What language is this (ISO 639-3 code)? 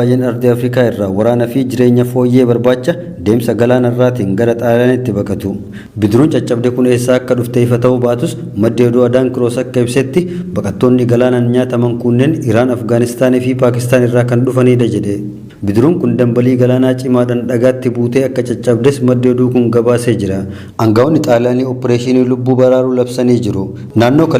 orm